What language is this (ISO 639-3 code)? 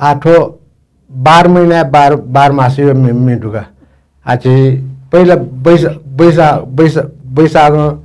new